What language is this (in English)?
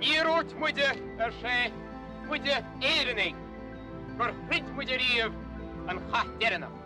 Irish